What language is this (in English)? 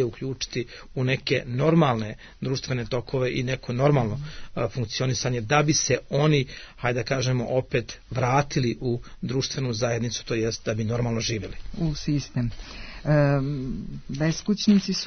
Croatian